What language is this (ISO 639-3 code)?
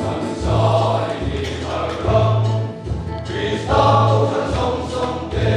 lus